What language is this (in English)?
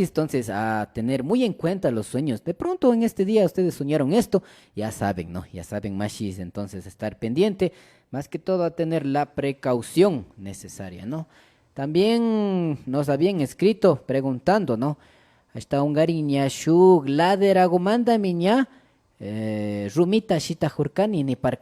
Imbabura Highland Quichua